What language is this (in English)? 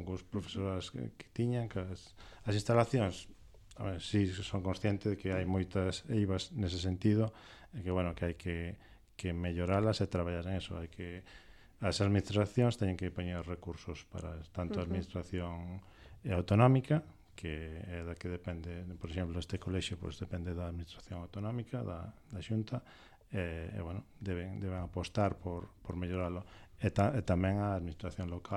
Galician